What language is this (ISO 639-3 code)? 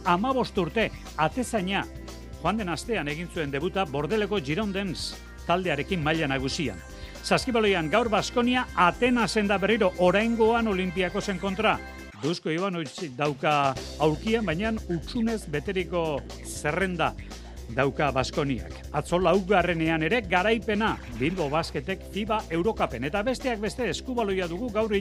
eus